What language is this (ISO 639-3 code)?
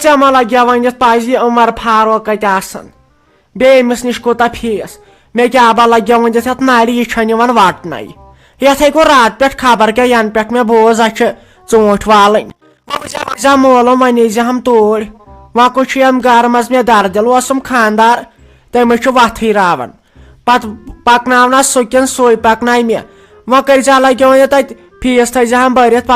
kas